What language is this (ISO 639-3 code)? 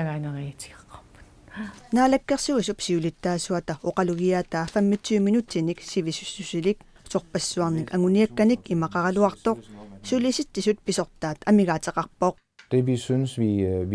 kal